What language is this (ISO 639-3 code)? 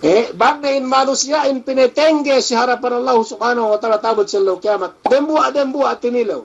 yka